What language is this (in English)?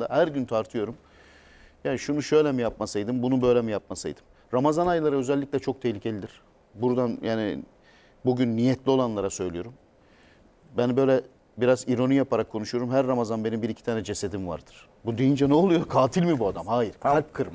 Turkish